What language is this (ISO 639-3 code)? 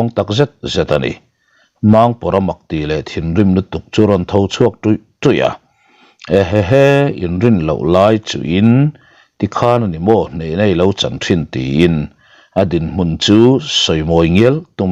lus